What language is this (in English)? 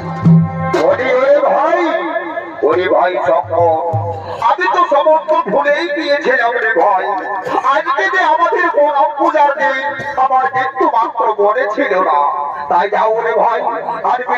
Bangla